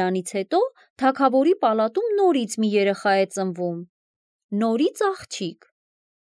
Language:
Armenian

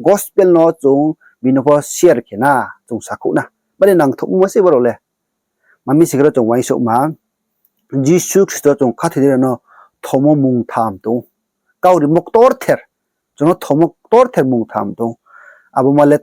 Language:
Riang (India)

